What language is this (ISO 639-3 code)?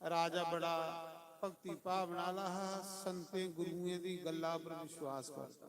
doi